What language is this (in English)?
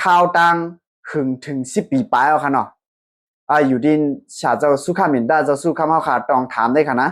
Shan